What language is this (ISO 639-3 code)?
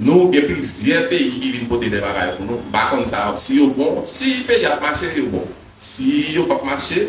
hat